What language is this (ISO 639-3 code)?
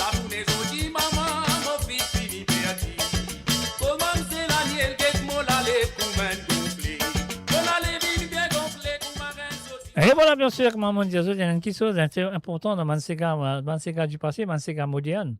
mfe